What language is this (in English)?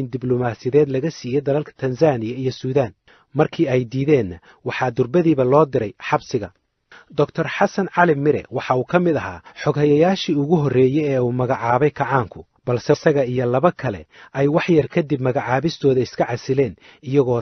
Somali